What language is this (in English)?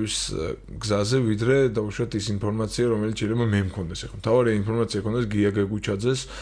Georgian